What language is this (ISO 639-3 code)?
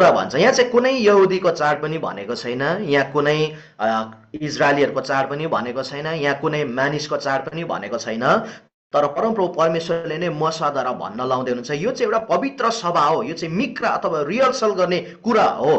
nep